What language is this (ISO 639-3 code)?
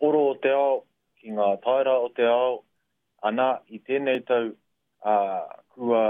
mri